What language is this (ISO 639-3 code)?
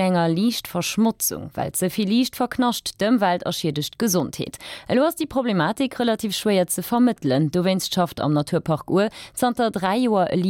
ltz